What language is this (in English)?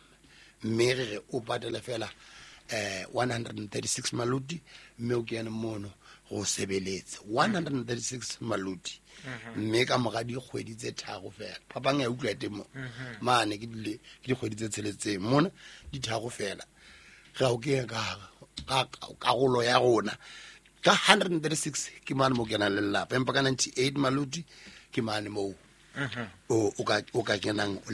Southern Sotho